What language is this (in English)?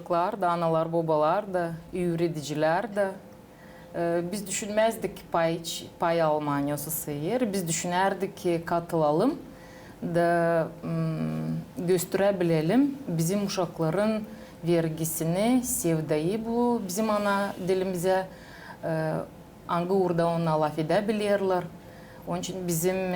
Gagauz